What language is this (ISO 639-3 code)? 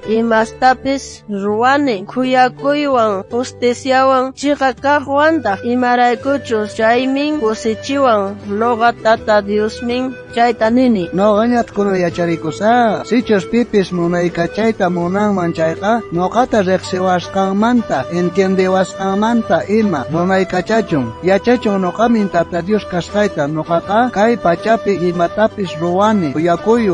quh